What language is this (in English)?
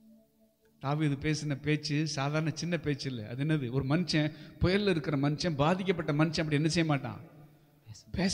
Tamil